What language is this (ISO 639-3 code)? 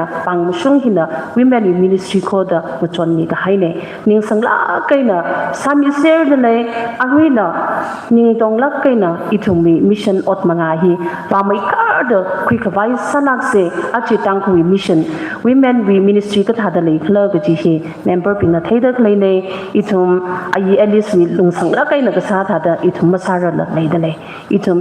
nmf